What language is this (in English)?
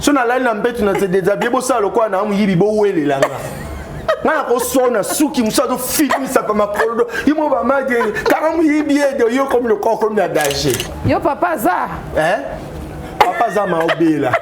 Lingala